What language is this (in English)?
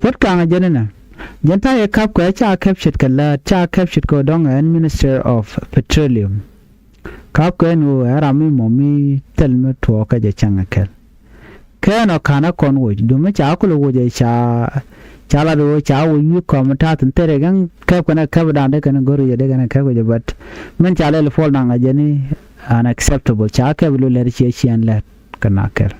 Nuer